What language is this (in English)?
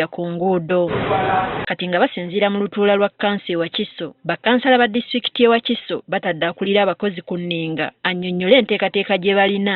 Ganda